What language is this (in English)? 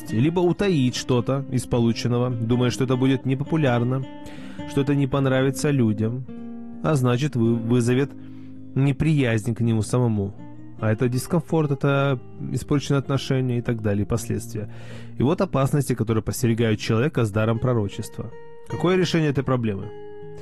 Russian